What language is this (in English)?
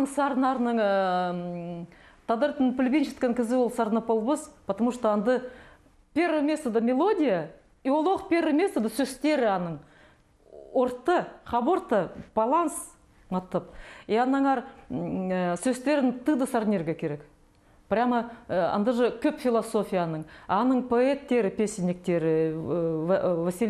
Khakas